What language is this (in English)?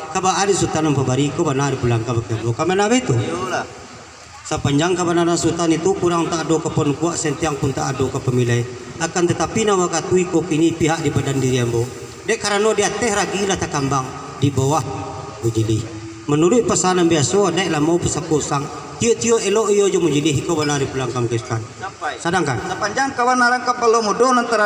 Minangkabau